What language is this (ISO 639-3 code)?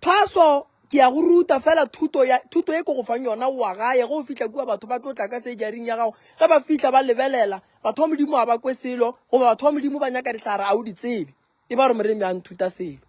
nso